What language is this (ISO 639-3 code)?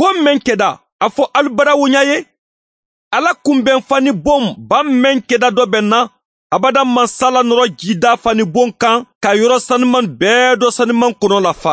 bam